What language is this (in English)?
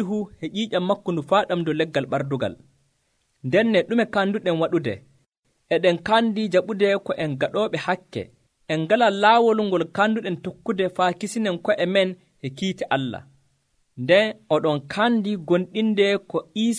Nigerian Fulfulde